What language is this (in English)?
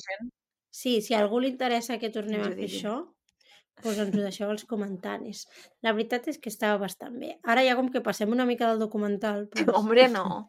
Catalan